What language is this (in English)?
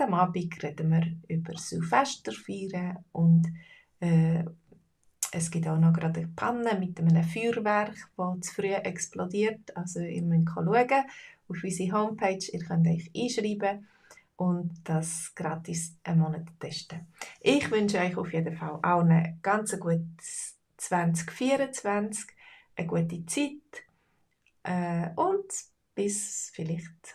Swiss German